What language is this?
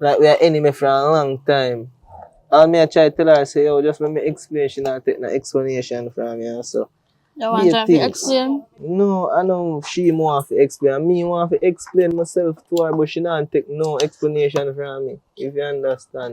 Jamaican Creole English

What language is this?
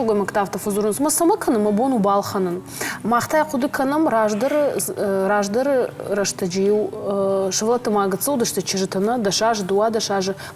Ossetic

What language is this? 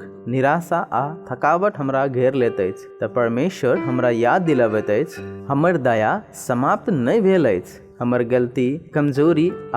Maithili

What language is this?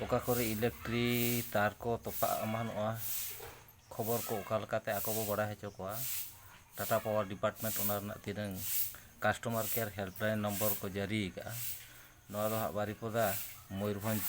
Santali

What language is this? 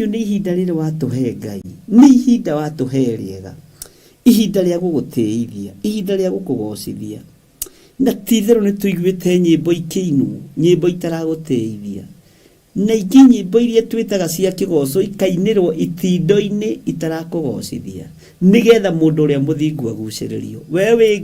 Kikuyu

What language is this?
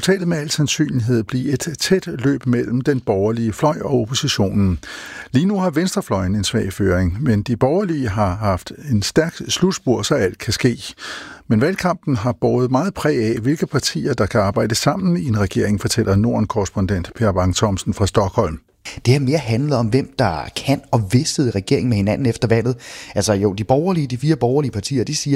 Danish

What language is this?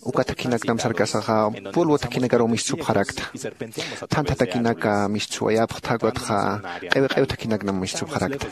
Aymara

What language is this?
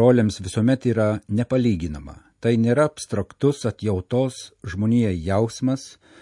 Lithuanian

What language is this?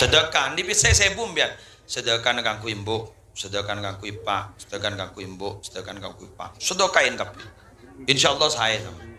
Madurese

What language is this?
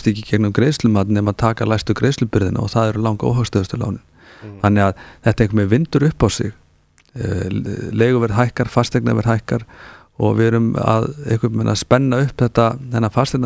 Icelandic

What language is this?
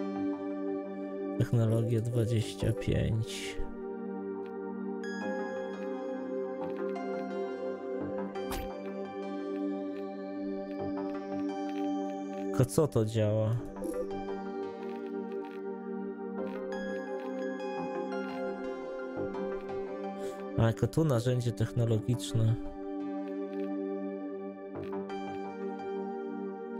Polish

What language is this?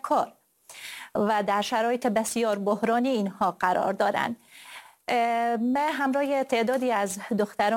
Persian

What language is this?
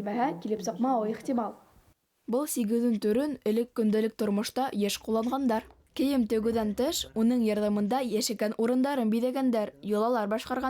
Bashkir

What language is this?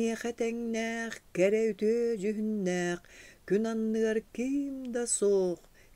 Yakut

